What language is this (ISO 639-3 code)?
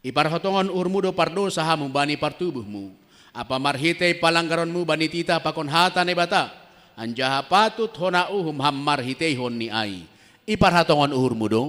bts